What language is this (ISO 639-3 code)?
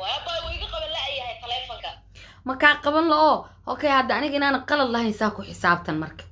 som